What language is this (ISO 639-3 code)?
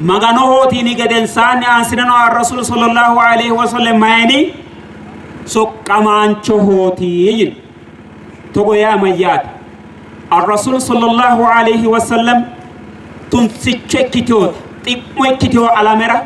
sid